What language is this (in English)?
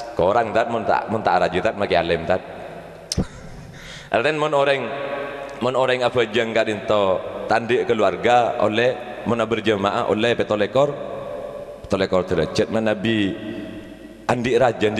Madurese